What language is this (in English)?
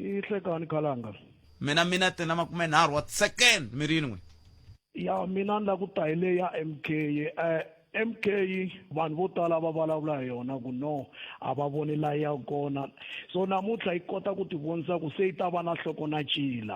Tsonga